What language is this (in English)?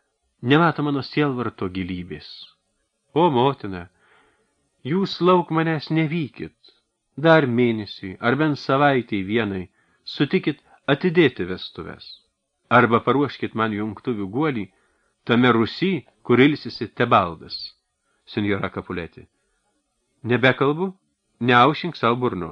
Lithuanian